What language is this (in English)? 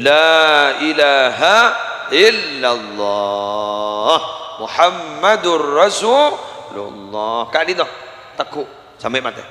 Madurese